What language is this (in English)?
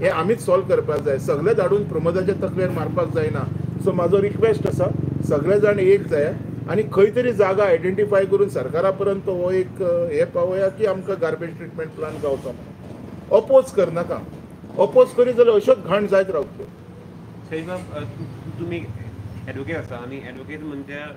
Konkani